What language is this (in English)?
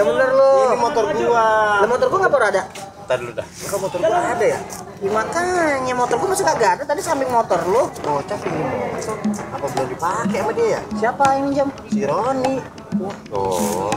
Betawi